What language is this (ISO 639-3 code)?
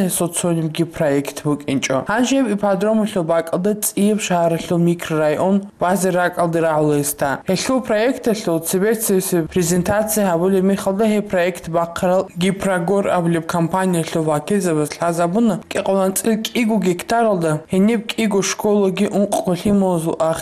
ava